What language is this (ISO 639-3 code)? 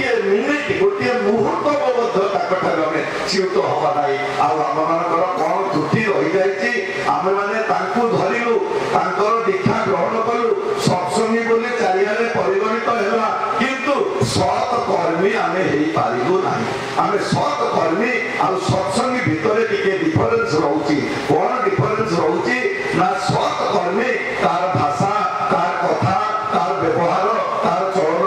ori